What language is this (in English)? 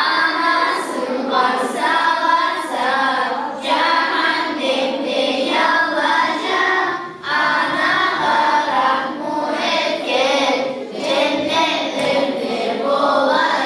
Kumyk